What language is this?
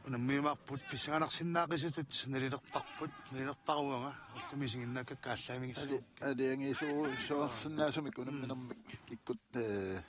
Kalaallisut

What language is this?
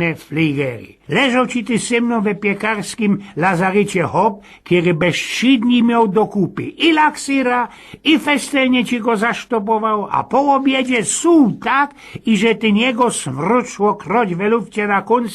Silesian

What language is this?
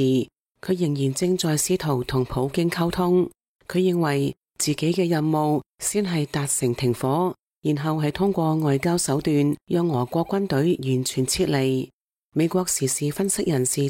Cantonese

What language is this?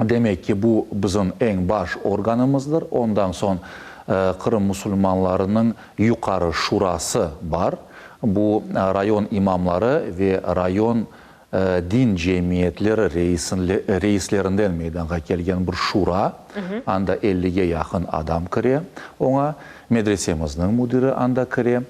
Crimean Tatar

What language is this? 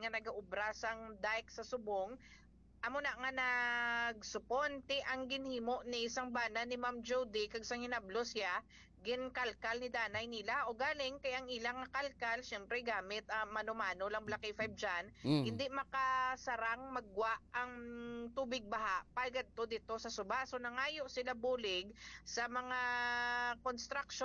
Hiligaynon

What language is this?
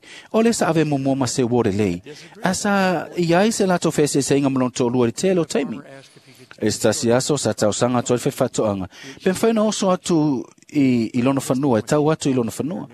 Samoan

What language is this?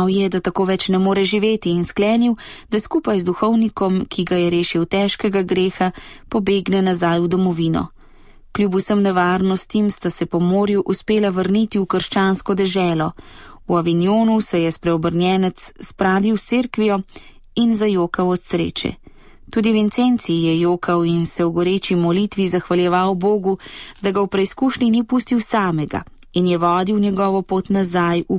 Slovenian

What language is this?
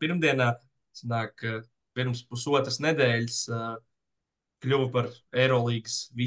Latvian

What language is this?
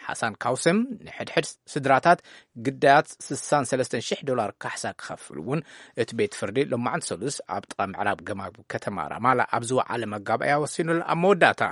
Tigrinya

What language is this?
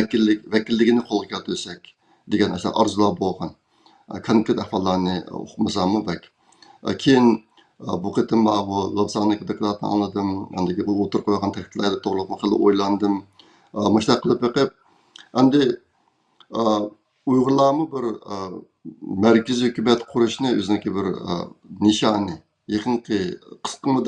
Uyghur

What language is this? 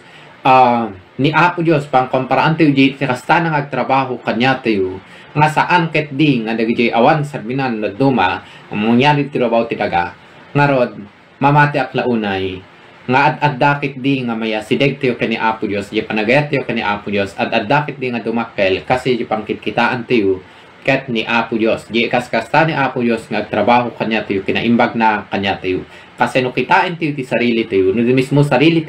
Iloko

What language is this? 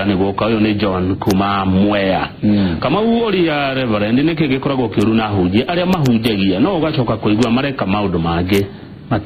Kikuyu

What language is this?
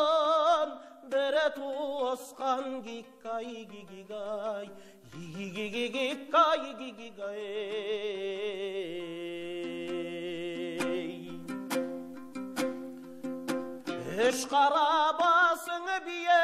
Kazakh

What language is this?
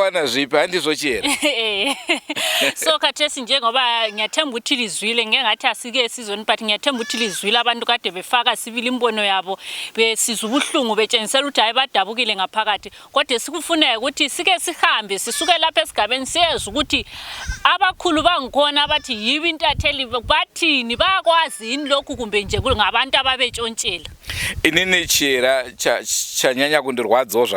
Shona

